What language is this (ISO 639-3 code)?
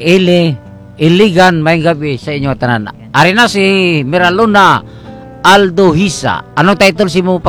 hil